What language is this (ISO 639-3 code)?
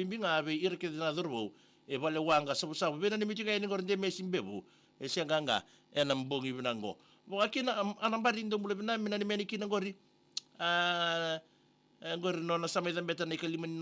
fij